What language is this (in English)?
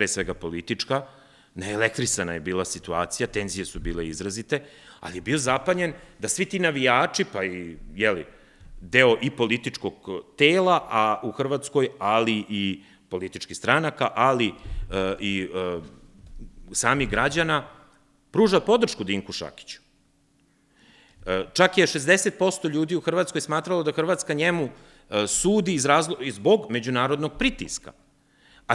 Serbian